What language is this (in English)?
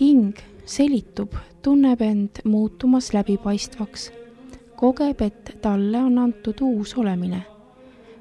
Estonian